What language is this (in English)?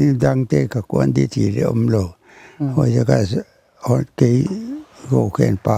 Paite Chin